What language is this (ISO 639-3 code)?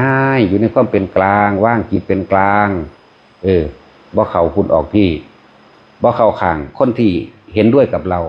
tts